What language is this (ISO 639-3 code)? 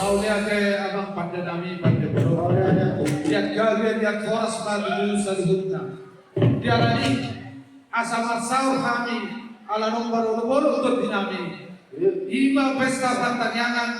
bbc